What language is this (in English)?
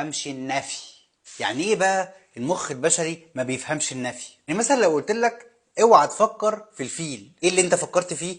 Egyptian Arabic